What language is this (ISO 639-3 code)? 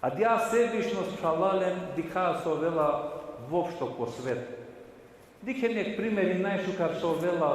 rmn